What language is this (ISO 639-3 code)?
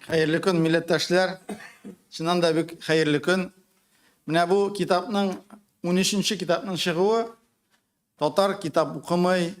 tat